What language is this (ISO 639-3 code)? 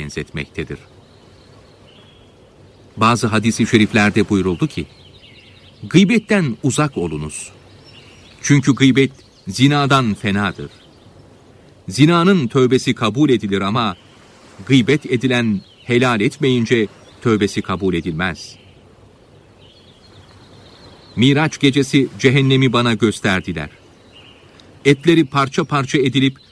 tur